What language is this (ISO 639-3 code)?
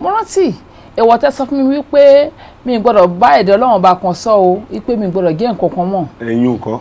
yor